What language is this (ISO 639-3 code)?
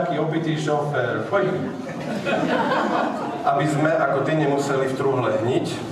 slk